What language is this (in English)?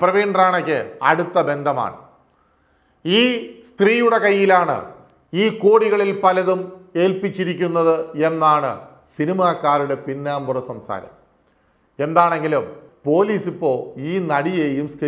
Malayalam